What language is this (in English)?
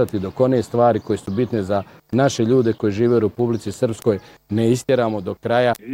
Bosnian